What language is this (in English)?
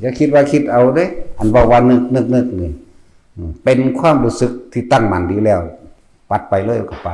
Northeastern Thai